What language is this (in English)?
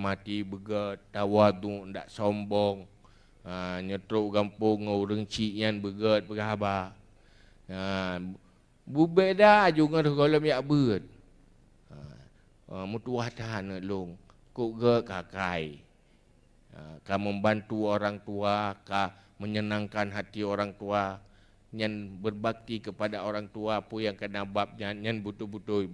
Achinese